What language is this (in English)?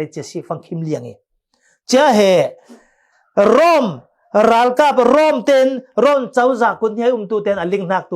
Falam Chin